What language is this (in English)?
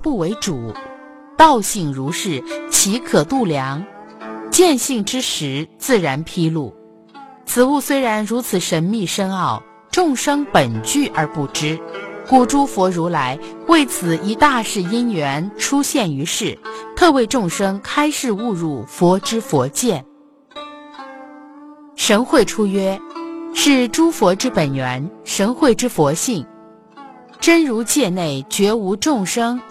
Chinese